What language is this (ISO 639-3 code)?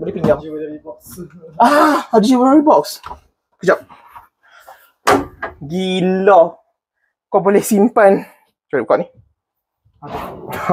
msa